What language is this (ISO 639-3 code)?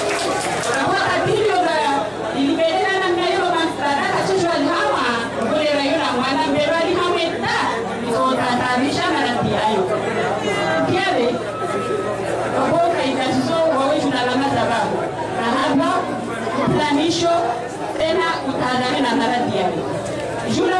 swa